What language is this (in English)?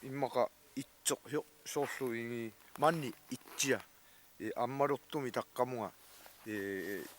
Kalaallisut